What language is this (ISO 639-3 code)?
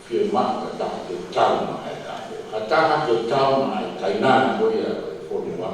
ton